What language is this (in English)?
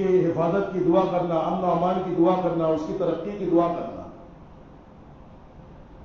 Urdu